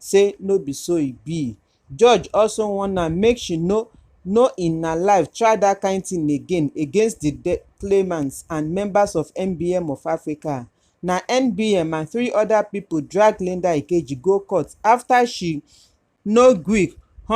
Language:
Nigerian Pidgin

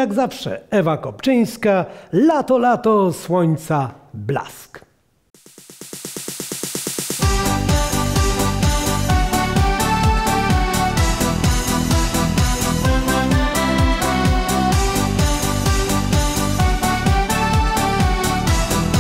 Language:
Polish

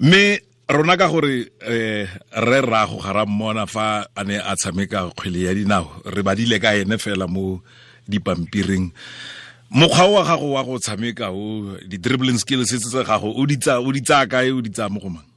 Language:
Tswana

